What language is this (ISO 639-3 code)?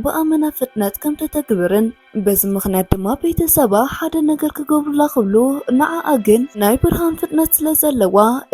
tir